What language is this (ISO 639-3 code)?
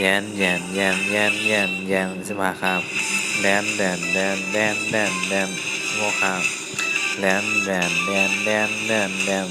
shn